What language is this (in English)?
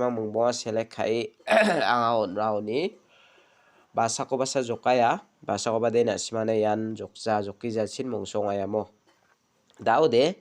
Garo